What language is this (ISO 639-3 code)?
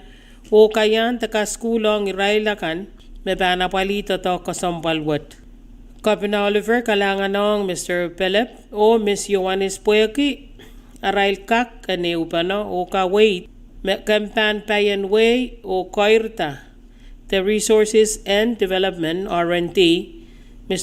pon